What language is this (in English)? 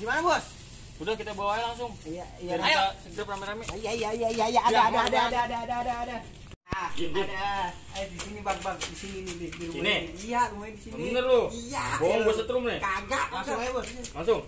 Betawi